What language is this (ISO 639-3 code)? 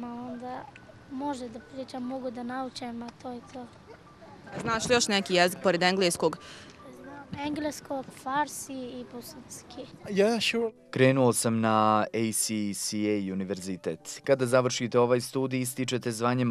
bos